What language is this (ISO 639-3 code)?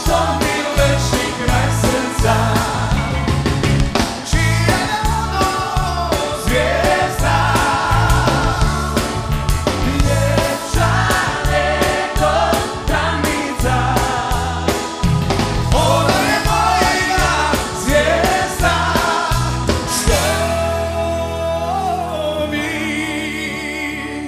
hrv